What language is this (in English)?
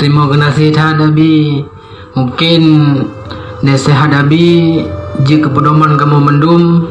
Achinese